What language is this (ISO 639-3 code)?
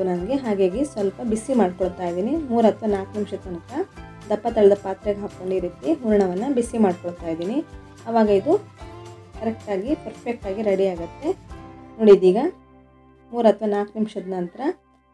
kan